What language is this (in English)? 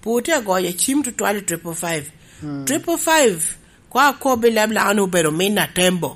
Lango (Uganda)